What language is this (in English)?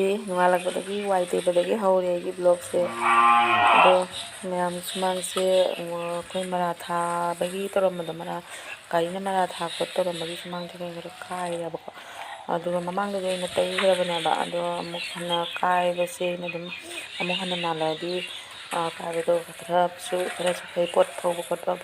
Manipuri